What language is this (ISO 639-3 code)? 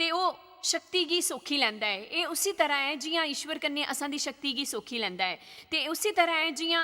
doi